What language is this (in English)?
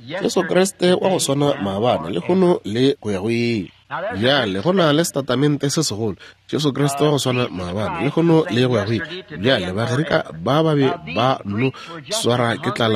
Northern Sotho